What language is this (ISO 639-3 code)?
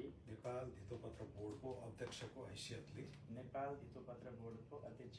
nep